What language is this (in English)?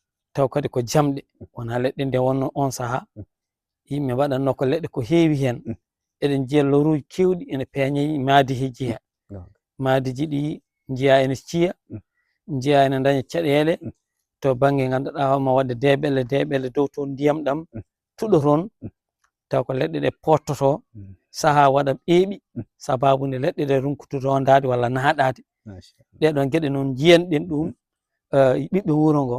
Fula